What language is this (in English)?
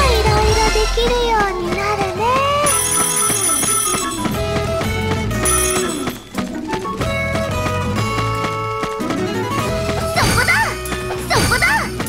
Japanese